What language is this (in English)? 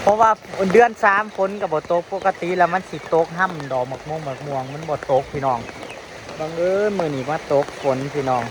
Northeastern Thai